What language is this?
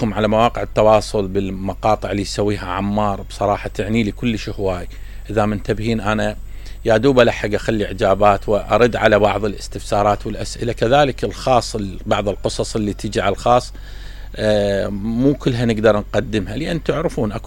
Mesopotamian Arabic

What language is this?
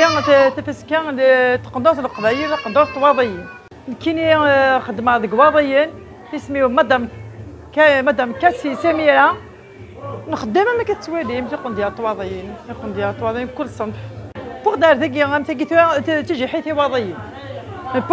Kabyle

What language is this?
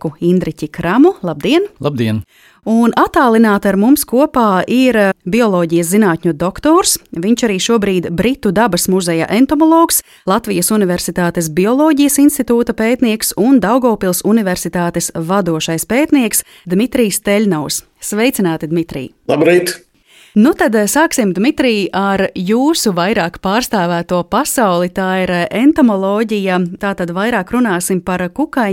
Latvian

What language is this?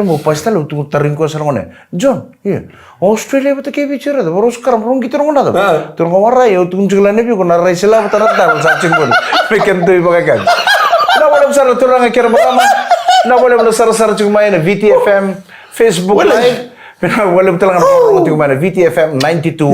Fijian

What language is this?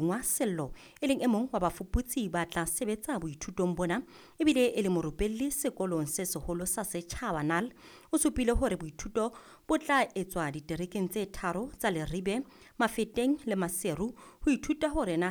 Southern Sotho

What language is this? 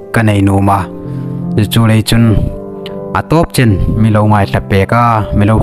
Hmar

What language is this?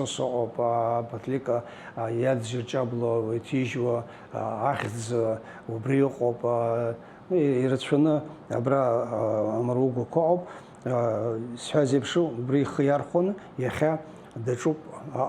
Abkhazian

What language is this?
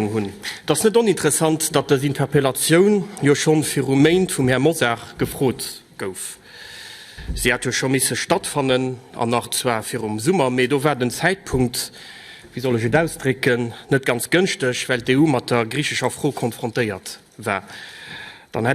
Luxembourgish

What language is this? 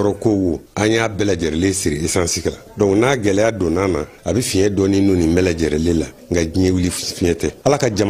Bambara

